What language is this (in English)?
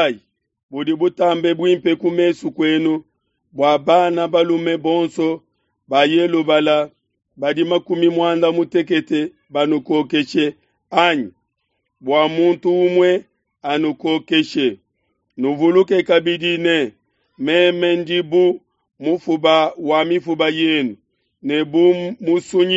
Luba-Lulua